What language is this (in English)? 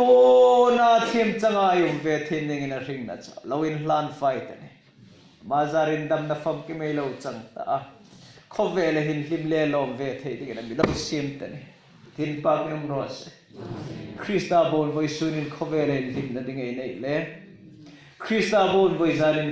Hmar